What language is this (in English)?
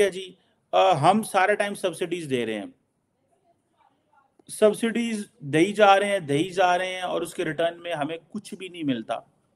Urdu